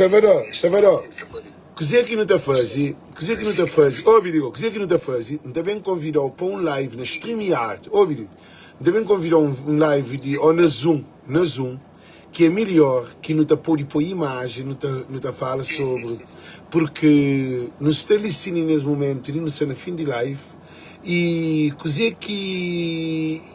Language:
Kabuverdianu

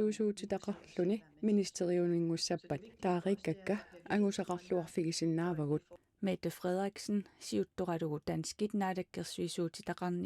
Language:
Kalaallisut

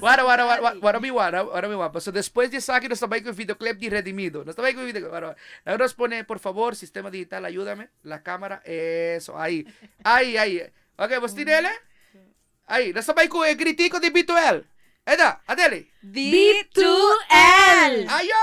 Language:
Papiamento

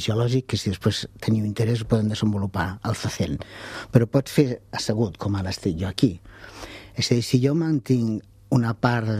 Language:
Catalan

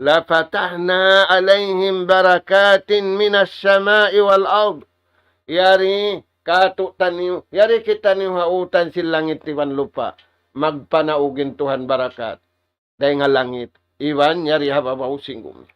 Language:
Tausug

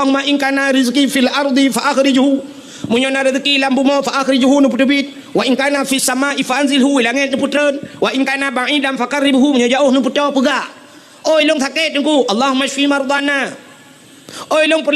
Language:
Achinese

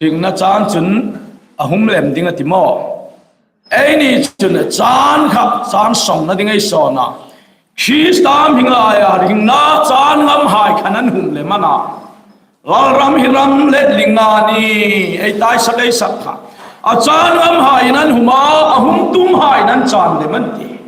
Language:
Hmar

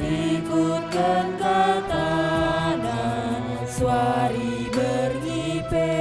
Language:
Batak Karo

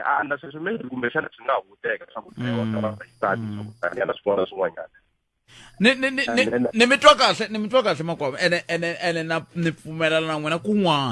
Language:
Tsonga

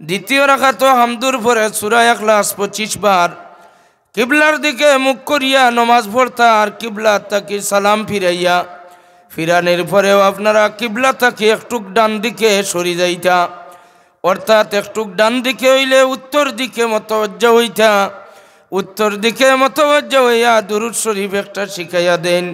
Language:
Sylheti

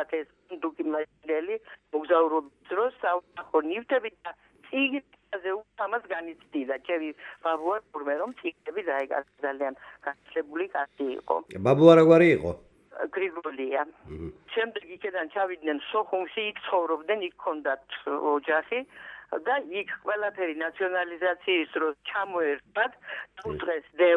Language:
Georgian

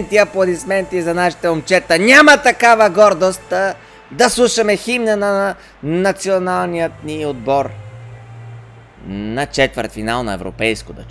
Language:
Bulgarian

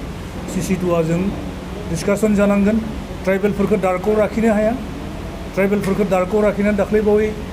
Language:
Bodo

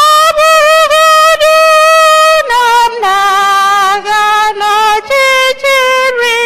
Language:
Igbo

